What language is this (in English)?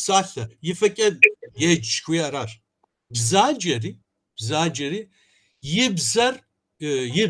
Kabardian